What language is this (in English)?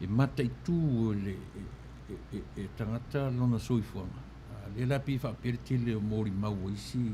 Samoan